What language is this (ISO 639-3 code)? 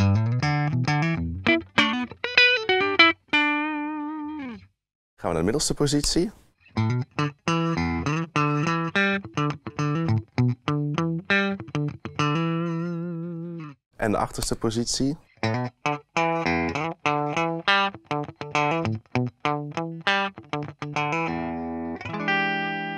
nld